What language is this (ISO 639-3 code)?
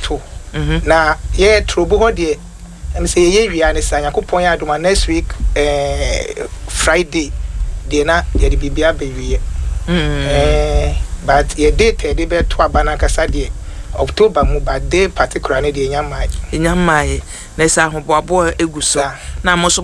aka